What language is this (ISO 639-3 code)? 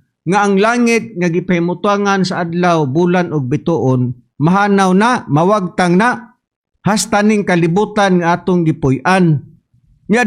ceb